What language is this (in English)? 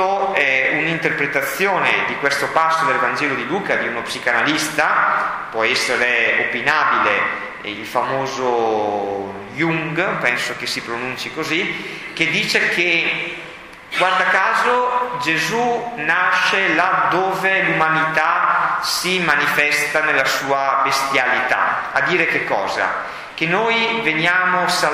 Italian